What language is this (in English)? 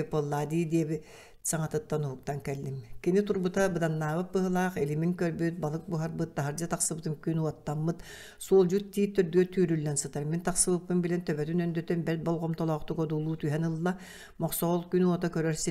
Yakut